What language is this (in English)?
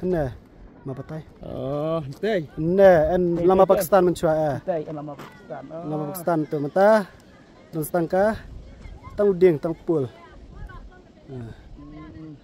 Khasi